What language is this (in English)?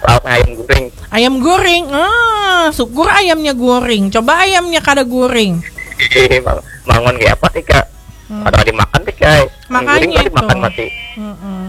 Banjar